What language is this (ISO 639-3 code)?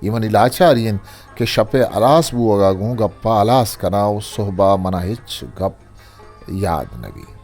bgp